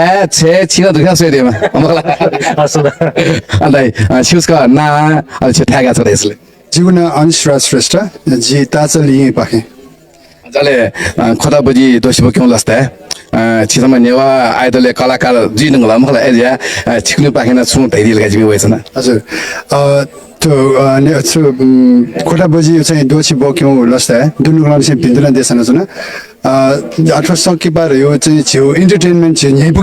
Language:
Newari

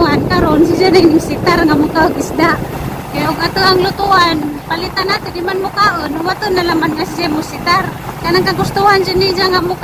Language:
Cebuano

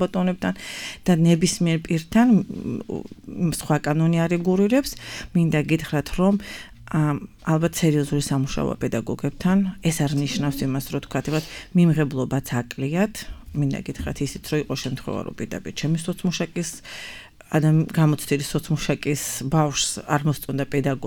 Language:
Georgian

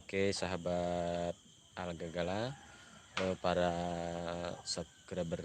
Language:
Banjar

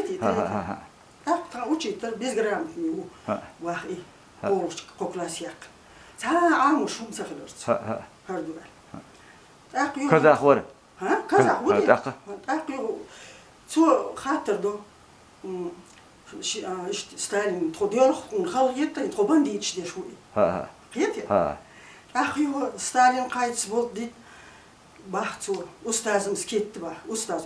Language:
Chechen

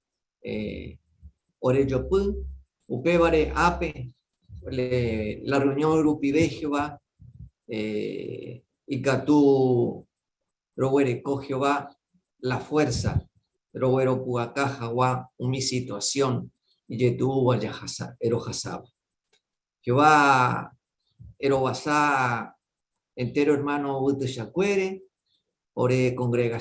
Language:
Guarani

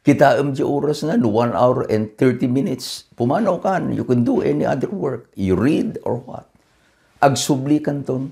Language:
Iloko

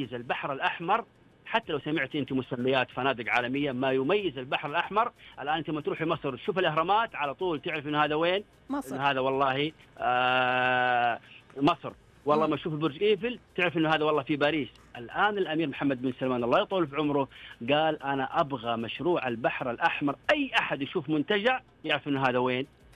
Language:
Najdi Arabic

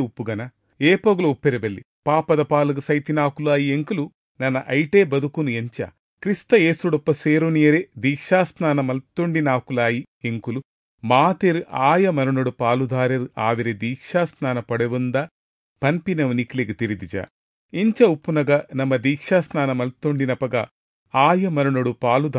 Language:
Tulu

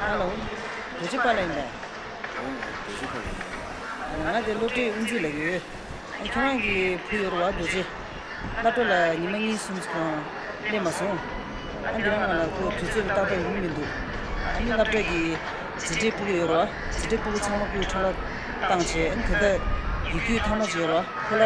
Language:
Tibetan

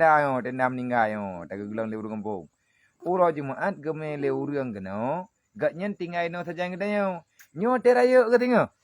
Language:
Achinese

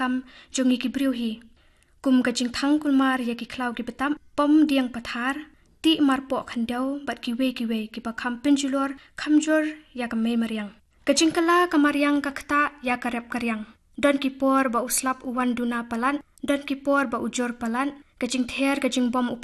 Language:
Khasi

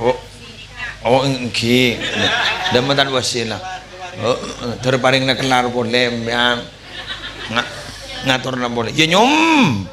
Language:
Madurese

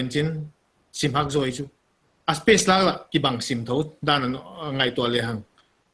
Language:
Paite Chin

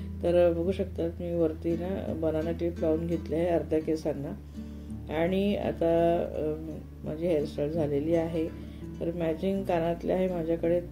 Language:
Marathi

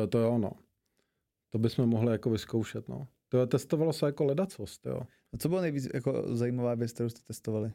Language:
Czech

